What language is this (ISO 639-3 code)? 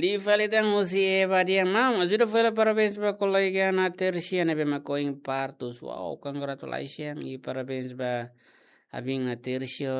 tet